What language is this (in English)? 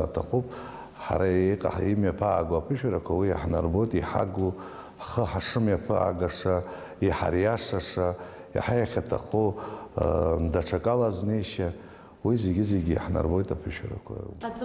Abkhazian